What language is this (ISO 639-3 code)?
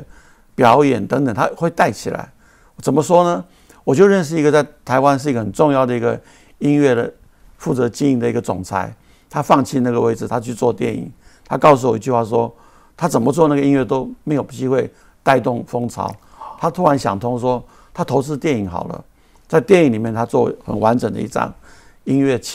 zho